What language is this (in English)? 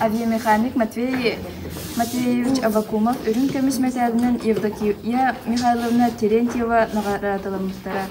Yakut